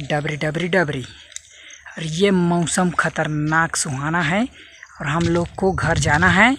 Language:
Chhattisgarhi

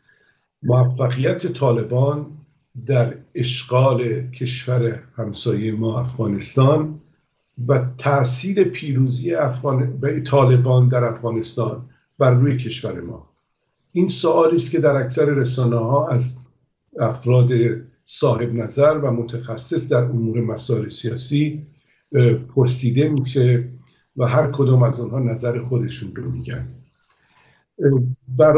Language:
Persian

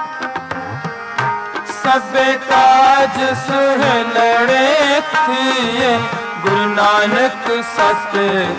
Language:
Punjabi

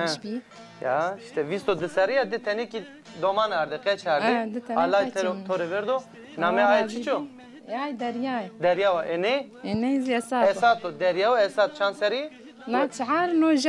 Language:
Zaza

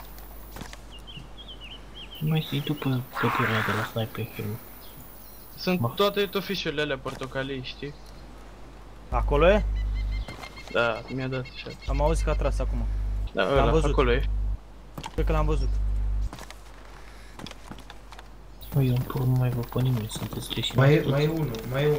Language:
Romanian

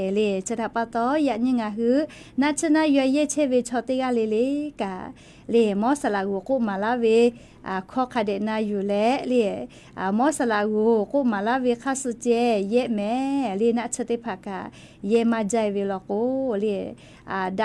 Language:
Lahu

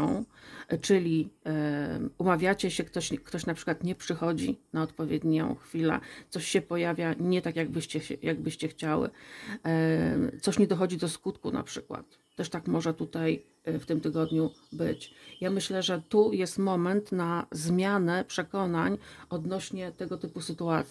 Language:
Polish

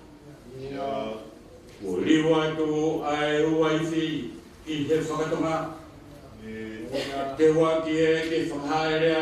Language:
Tongan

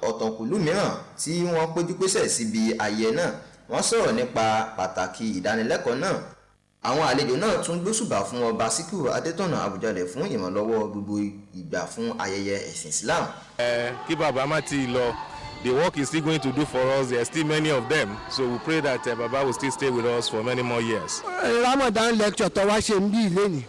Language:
Yoruba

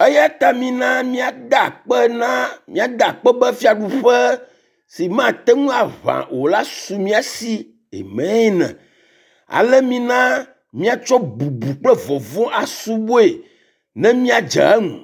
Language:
Ewe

